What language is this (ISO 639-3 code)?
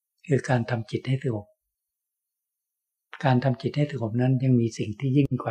tha